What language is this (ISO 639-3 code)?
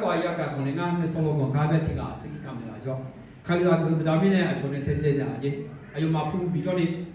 ahk